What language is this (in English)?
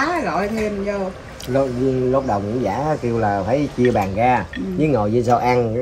Vietnamese